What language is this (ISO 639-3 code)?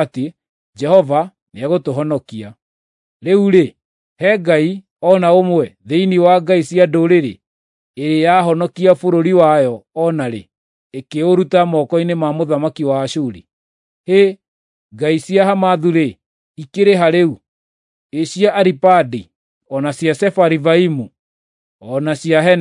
kik